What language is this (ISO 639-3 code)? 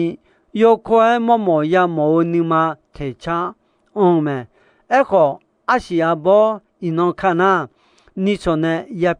ahk